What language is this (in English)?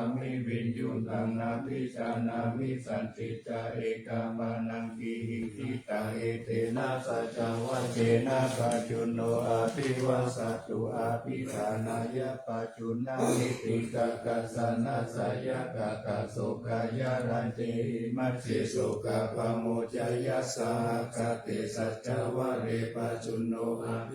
Pali